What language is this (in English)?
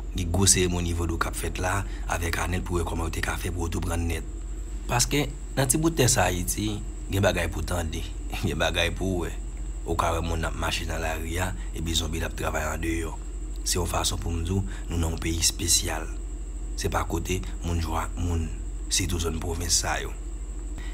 Haitian Creole